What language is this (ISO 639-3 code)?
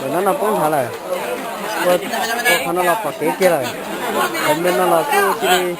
hmn